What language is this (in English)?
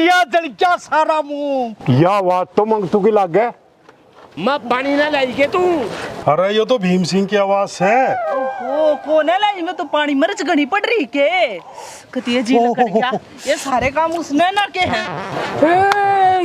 Haryanvi